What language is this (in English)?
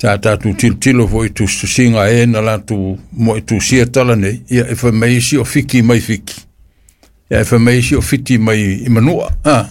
Samoan